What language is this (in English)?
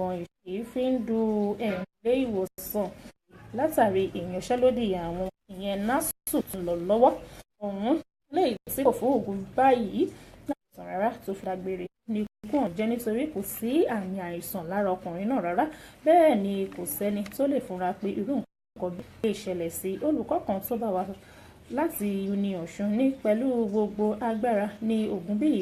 Yoruba